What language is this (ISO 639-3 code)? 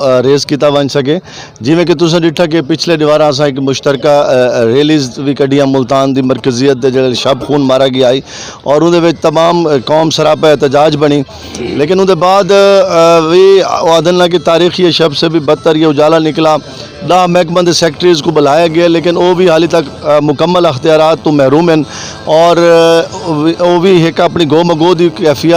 skr